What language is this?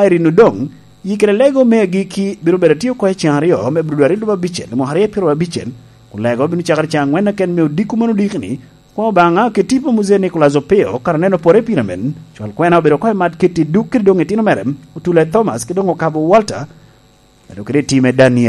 Lango (Uganda)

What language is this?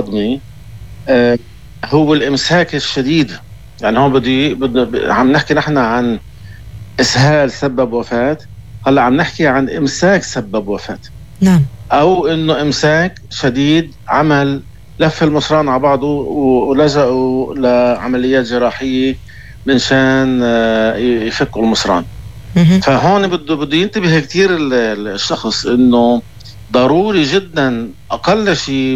North Levantine Arabic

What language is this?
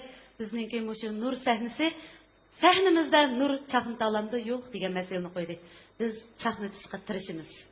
Uyghur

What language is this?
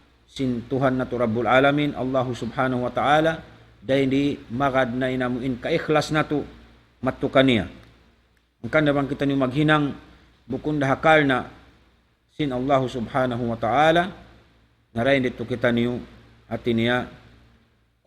Tausug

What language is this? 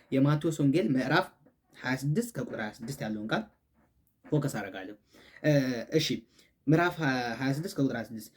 Amharic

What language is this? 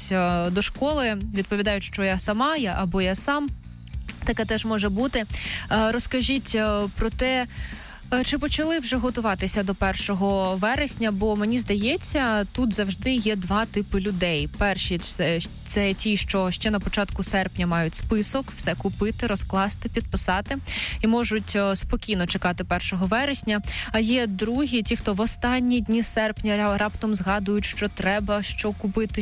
Ukrainian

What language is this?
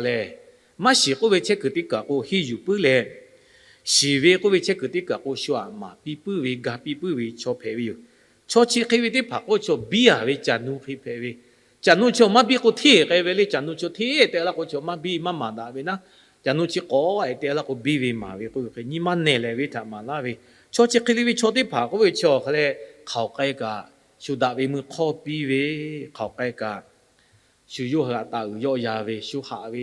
Lahu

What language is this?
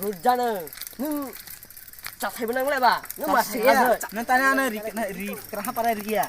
Kok Borok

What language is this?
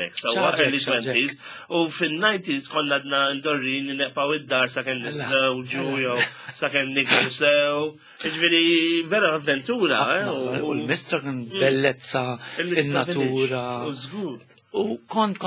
Maltese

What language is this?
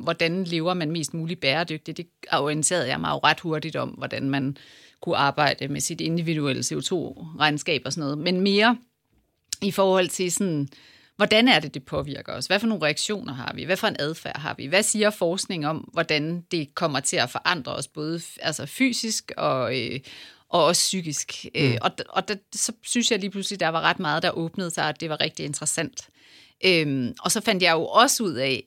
Danish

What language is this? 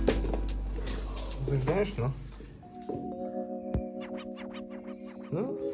Czech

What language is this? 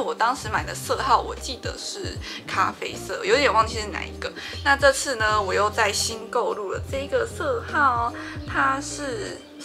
Chinese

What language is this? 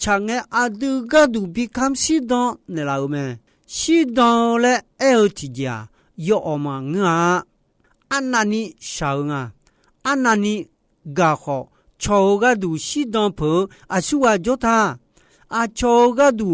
Akha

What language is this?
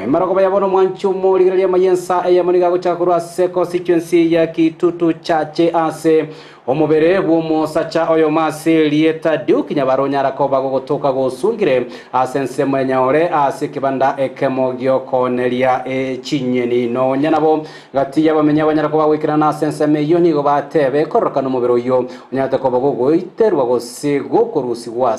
Gusii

